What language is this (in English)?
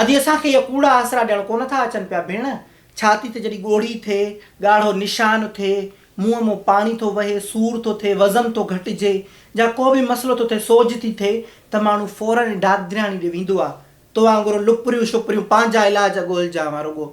Sindhi